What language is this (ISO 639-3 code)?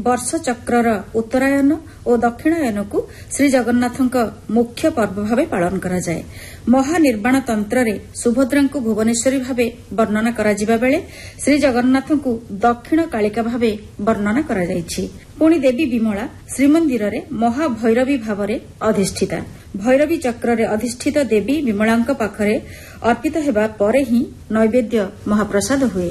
ori